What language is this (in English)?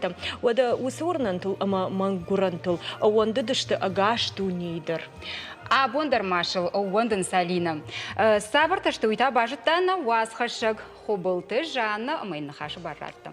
Ossetic